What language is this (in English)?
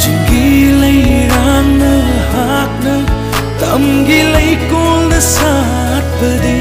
Manipuri